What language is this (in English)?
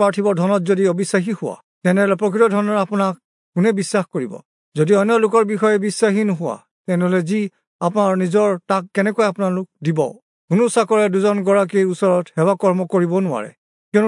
Assamese